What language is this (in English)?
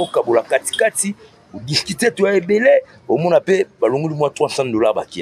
Lingala